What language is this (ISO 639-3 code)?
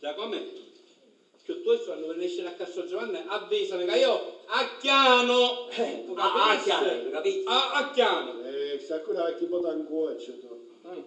scn